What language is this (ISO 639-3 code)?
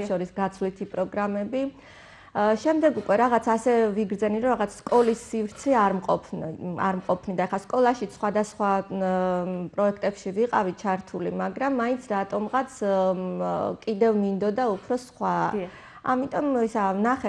kat